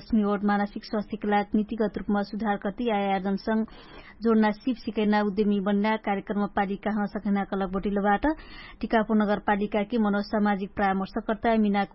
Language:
Dangaura Tharu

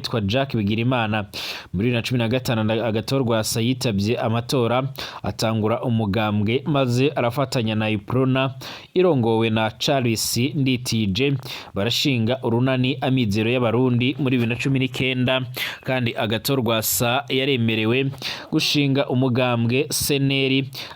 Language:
Rundi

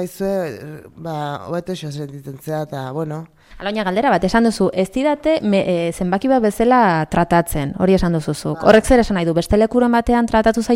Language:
Basque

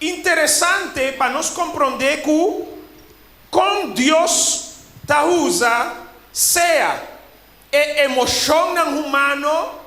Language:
Papiamento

